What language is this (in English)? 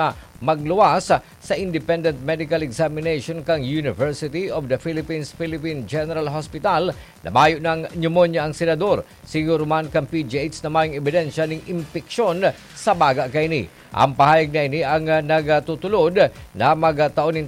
Bikol